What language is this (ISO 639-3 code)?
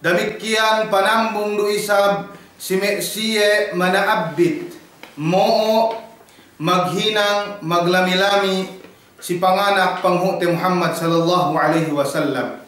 yka